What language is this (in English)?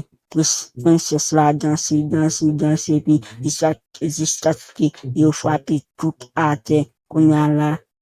Haitian Creole